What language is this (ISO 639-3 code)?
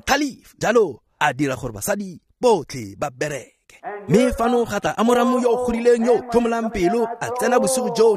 tsn